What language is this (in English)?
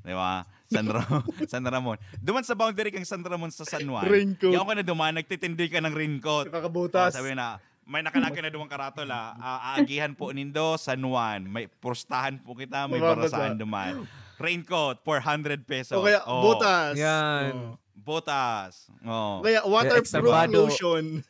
Bikol